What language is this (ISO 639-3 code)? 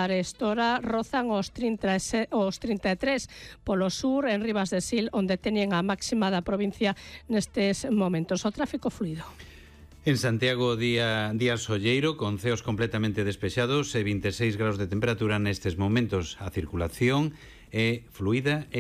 glg